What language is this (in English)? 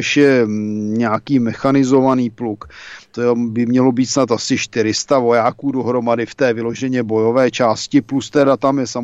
Czech